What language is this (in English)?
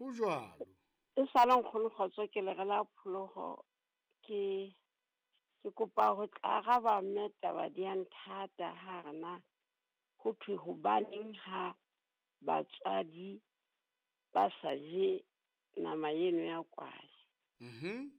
Southern Sotho